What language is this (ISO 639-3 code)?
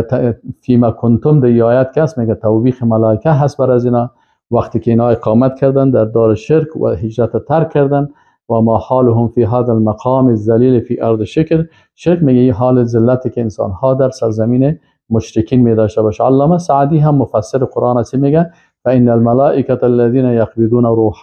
fas